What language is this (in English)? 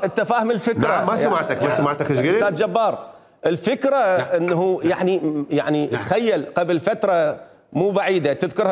Mesopotamian Arabic